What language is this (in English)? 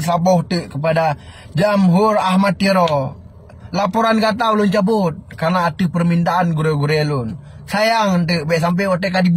Achinese